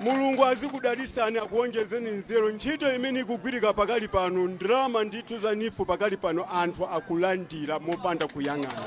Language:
Nyanja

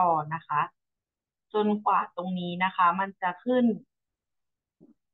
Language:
Thai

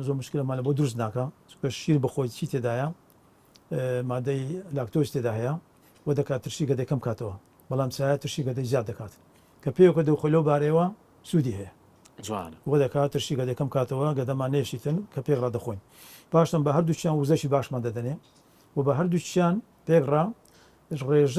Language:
Central Kurdish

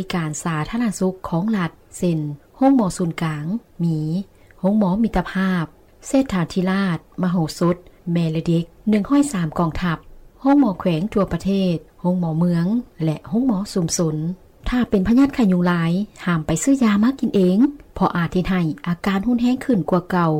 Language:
Lao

